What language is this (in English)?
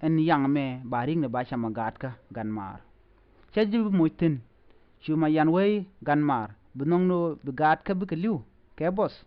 Nuer